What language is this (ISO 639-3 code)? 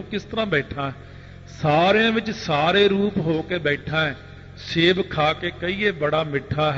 pan